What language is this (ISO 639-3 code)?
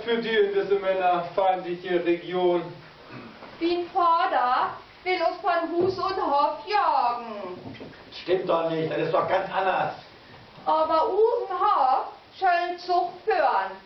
nds